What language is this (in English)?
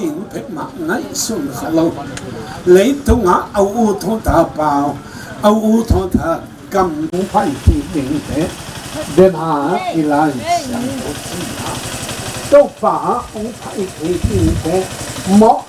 Tedim Chin